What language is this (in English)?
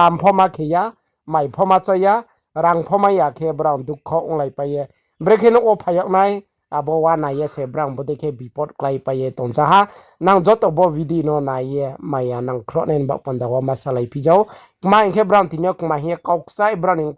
Riang (India)